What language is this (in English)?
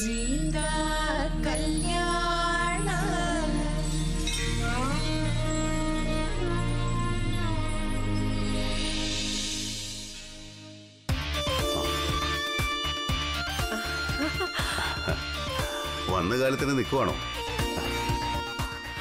Malayalam